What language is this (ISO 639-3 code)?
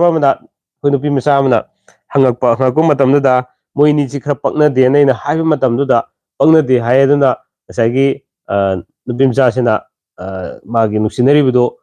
mni